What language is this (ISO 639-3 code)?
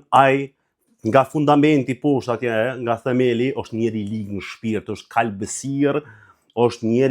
sqi